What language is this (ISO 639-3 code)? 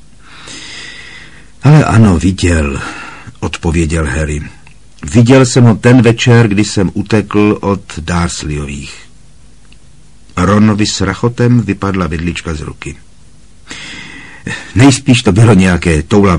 ces